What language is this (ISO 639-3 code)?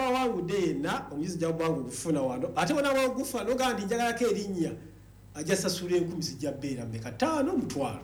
lug